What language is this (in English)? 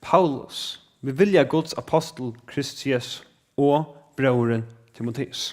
Faroese